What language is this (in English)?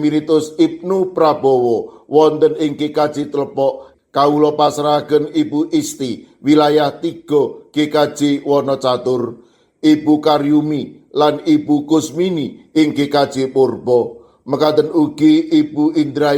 Javanese